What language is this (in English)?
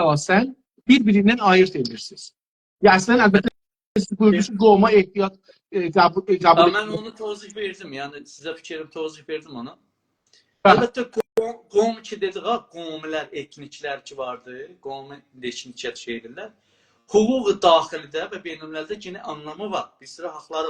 South Azerbaijani